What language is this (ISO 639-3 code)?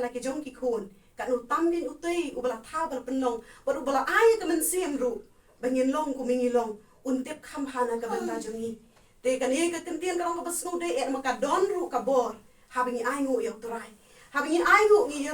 kha